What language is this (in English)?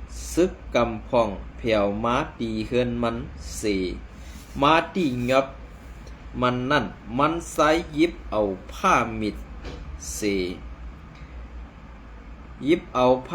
Shan